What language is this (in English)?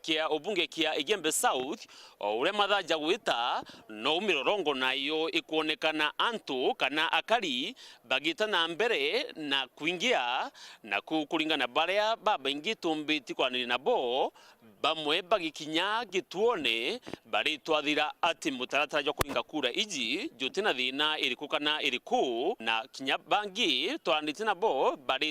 Meru